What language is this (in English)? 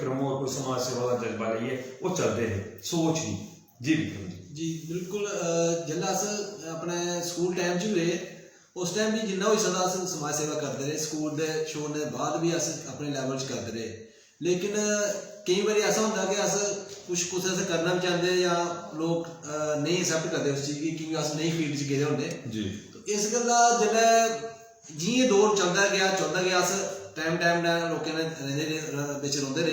Dogri